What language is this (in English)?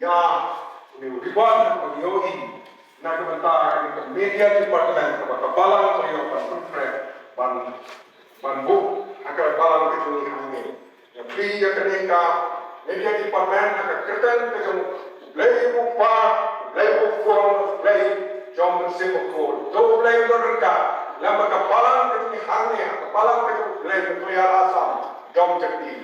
Khasi